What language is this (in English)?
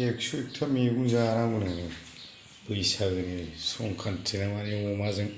Bodo